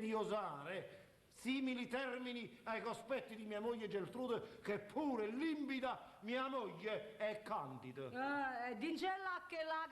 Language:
Neapolitan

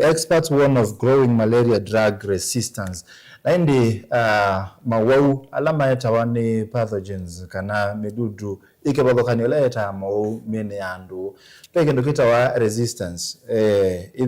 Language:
Kamba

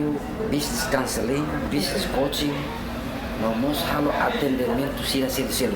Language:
Tetum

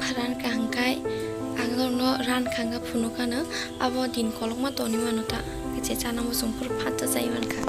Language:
Kok Borok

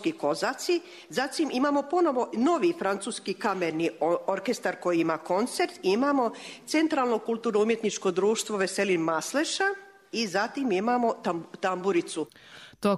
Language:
Croatian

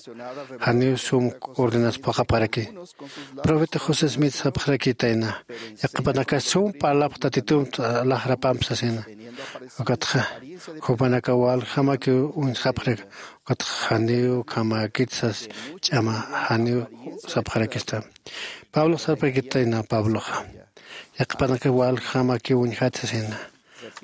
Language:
Aymara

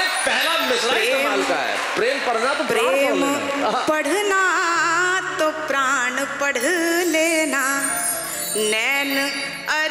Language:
Hindi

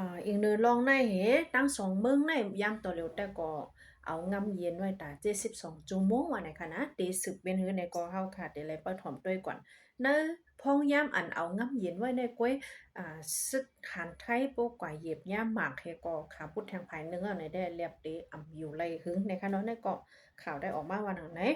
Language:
Shan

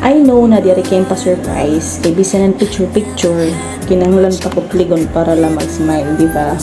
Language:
Waray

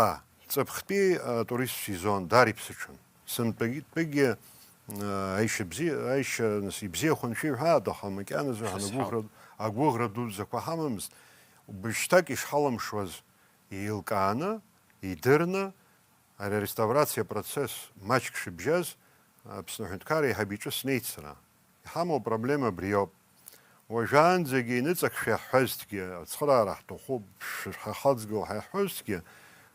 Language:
Abkhazian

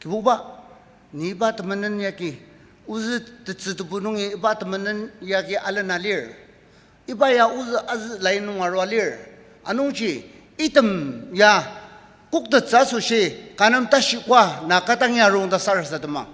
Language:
Ao Naga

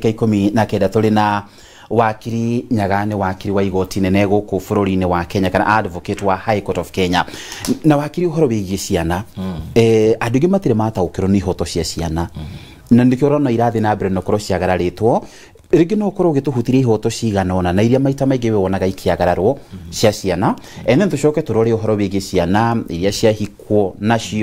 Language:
Kikuyu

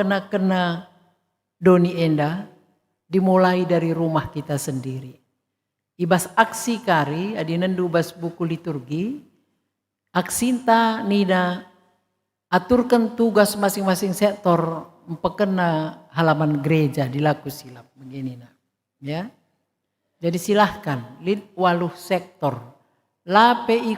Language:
Batak Karo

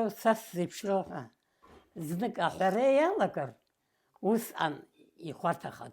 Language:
Abkhazian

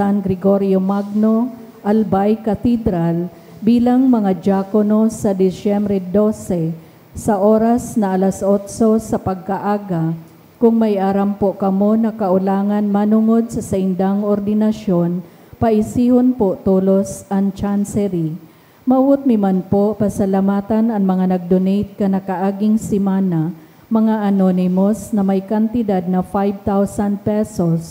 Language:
Bikol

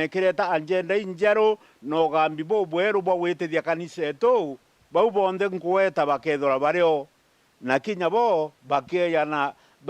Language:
Meru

